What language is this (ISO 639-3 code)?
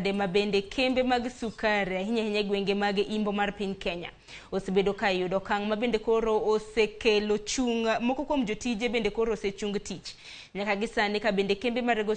luo